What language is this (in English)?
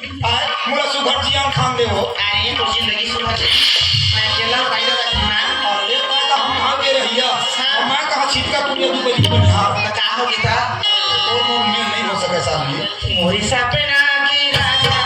Chhattisgarhi